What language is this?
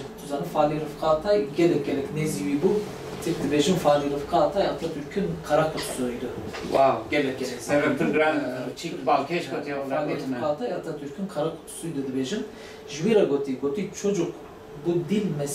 Kurdish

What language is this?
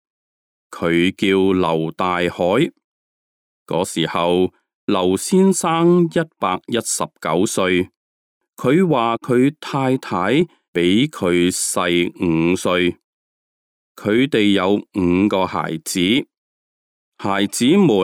Cantonese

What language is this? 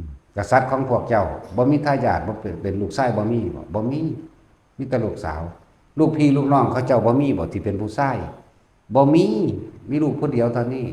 Lao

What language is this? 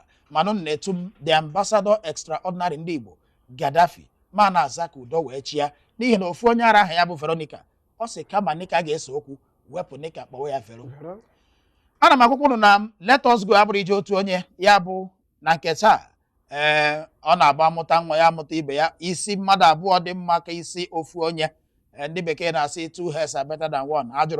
Igbo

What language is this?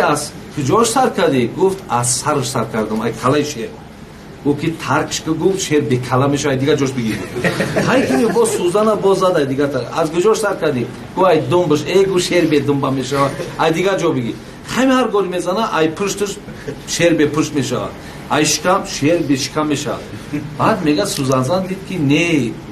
Tajik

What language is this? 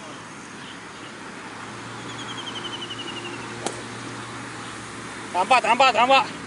Malay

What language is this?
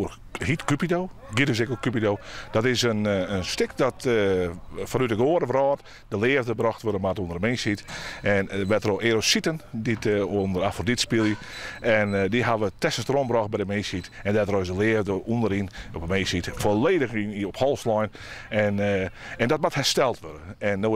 Western Frisian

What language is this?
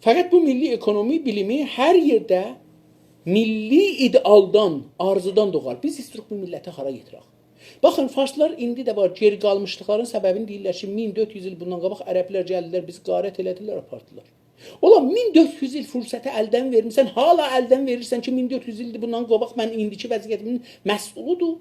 South Azerbaijani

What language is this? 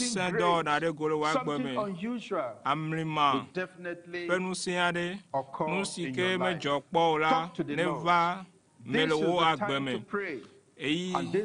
Ewe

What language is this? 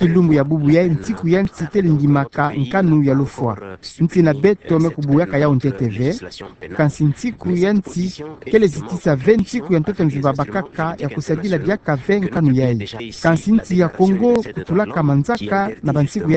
Kituba (Democratic Republic of Congo)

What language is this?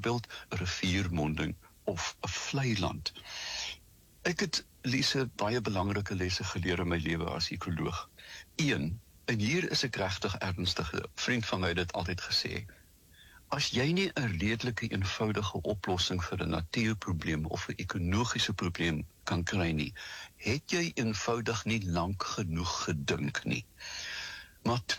Afrikaans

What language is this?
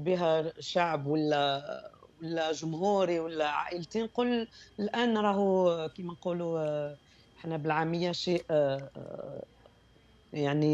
Algerian Arabic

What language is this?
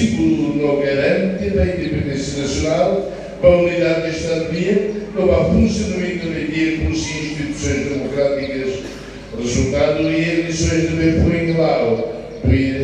Tetum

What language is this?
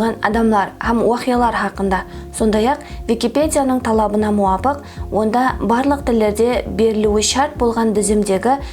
Kara-Kalpak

